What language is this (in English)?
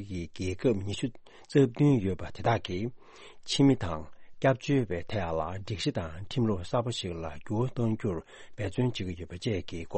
Tibetan